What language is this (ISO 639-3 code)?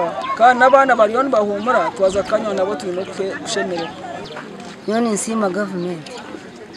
nyn